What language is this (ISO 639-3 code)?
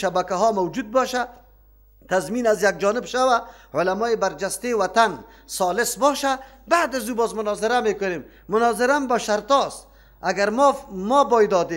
fas